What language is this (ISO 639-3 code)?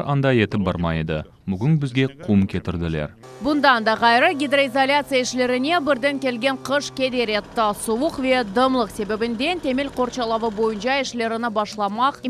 crh